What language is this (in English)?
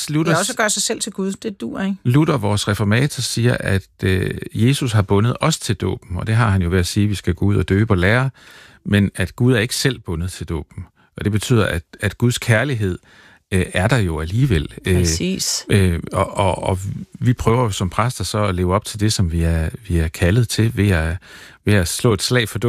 Danish